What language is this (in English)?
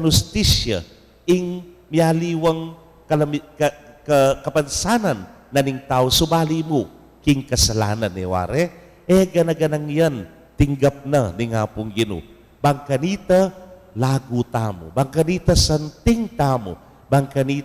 Pampanga